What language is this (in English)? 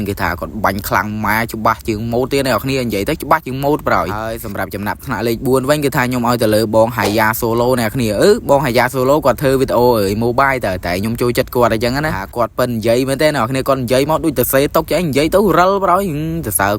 Khmer